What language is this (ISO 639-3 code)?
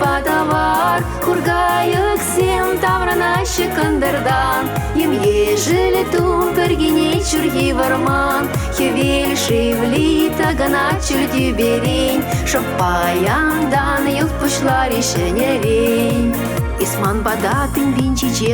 chv